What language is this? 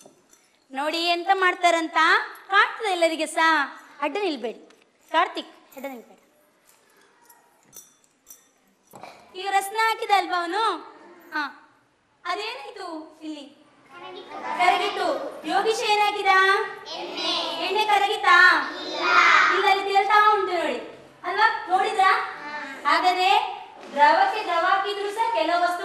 Kannada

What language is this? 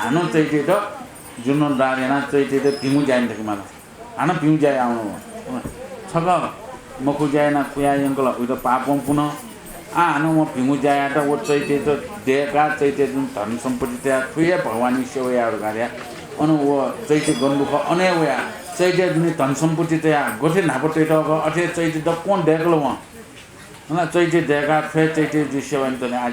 Newari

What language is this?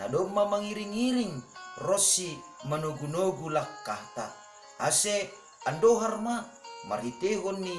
Batak Simalungun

